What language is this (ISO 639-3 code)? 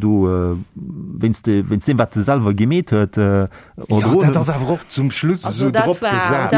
ltz